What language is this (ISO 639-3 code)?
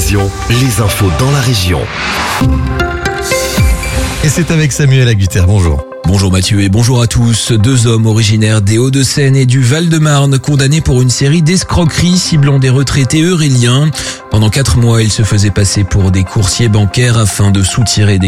fra